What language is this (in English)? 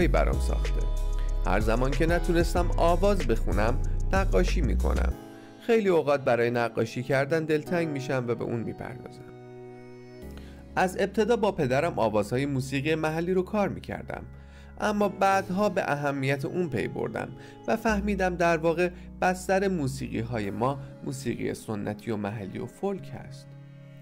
Persian